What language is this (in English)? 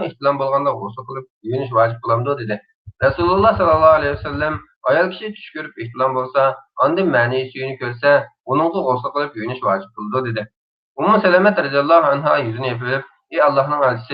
Uyghur